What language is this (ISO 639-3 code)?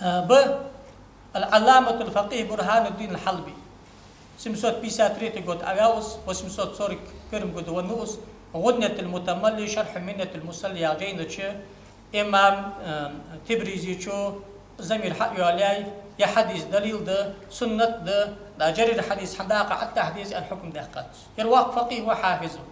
inh